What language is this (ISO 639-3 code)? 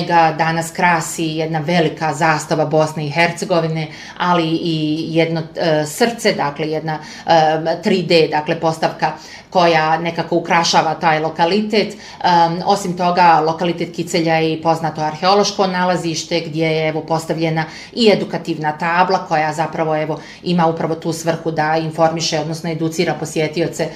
bos